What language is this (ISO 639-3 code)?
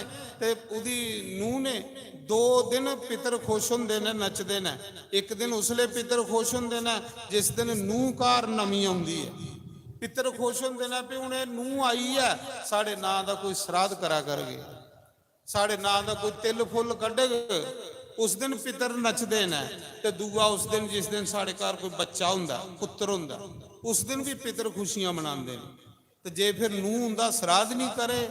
doi